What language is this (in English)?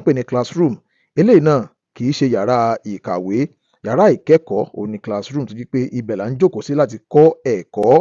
Yoruba